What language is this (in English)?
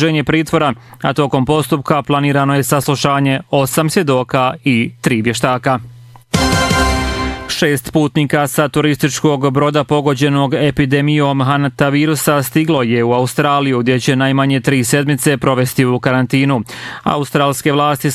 Bosnian